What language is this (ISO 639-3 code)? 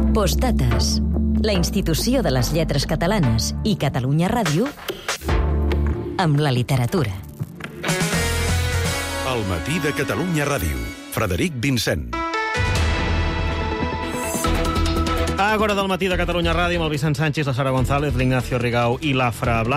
cat